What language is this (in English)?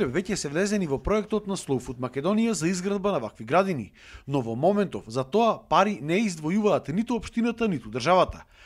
Macedonian